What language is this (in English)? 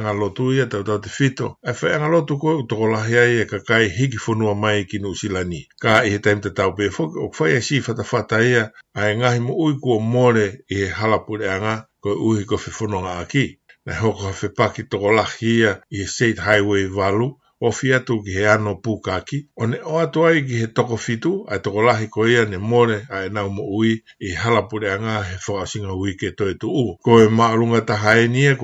Tongan